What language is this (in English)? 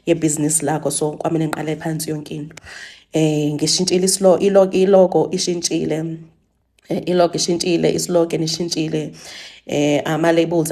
Zulu